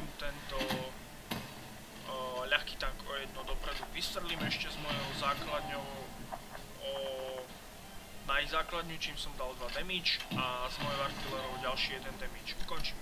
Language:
Slovak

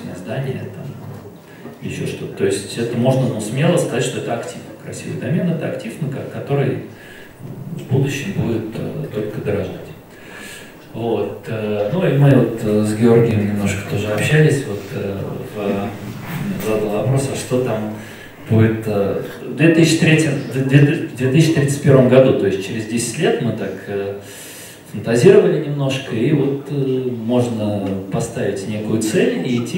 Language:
Russian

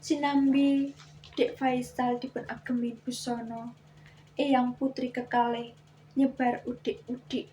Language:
Javanese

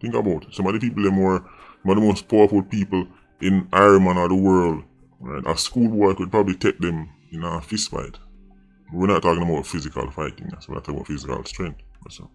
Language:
Jamaican Creole English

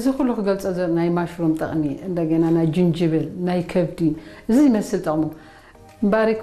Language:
Tigrinya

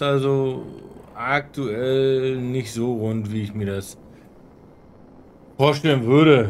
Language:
German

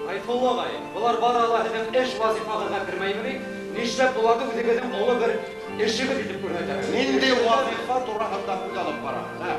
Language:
Bashkir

